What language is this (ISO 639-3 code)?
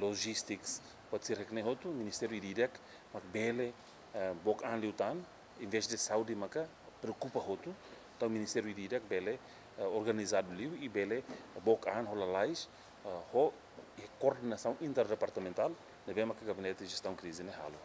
tet